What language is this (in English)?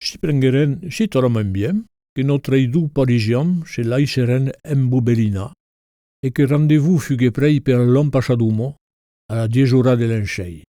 Occitan